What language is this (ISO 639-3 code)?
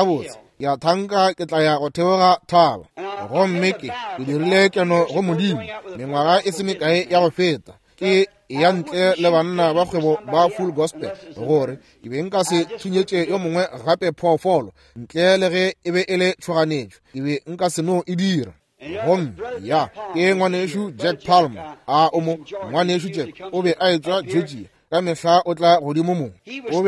nso